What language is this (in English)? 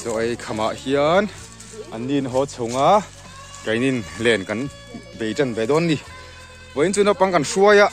Mizo